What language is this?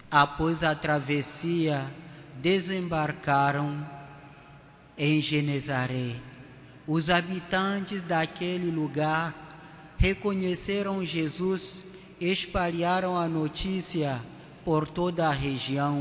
Portuguese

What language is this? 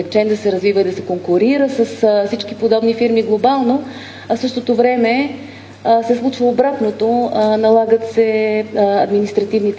Bulgarian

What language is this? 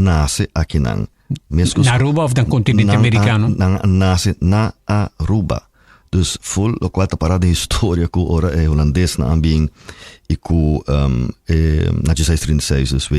Papiamento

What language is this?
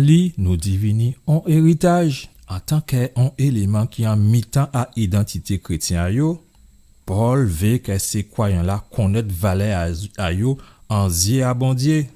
Guadeloupean Creole French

